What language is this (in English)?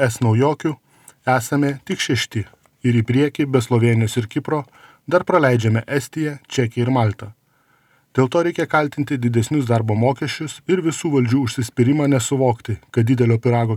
Lithuanian